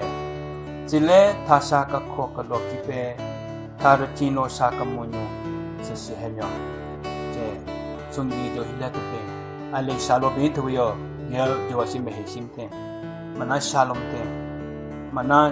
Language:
Southern Rengma Naga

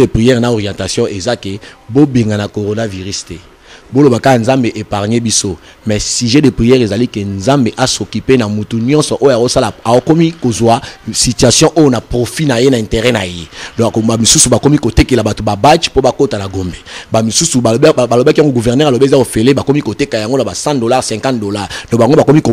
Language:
Lingala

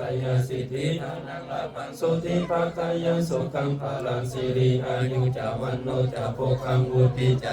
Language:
Pali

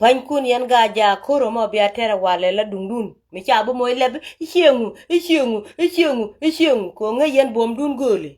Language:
Nuer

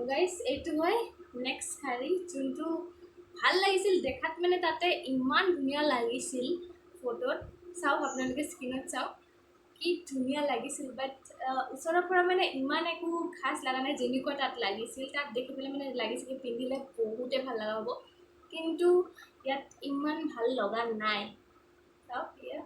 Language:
Assamese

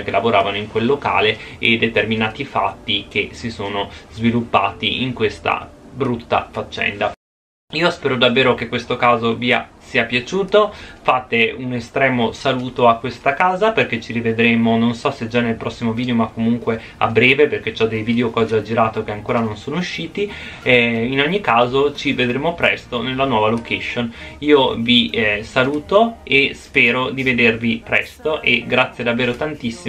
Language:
Italian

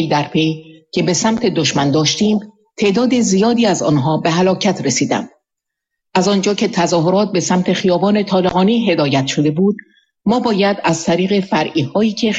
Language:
Persian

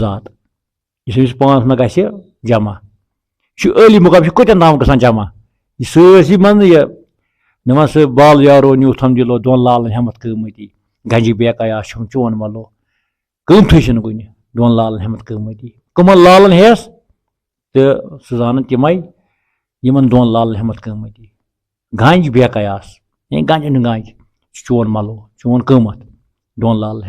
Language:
Kashmiri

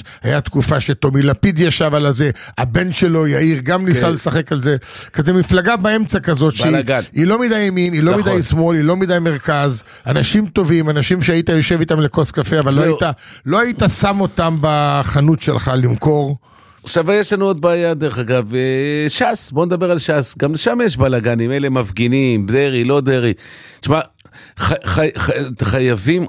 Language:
Hebrew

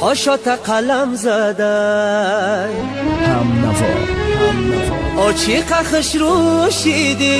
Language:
Tajik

